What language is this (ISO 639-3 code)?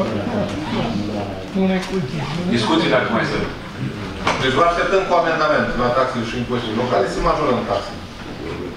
ron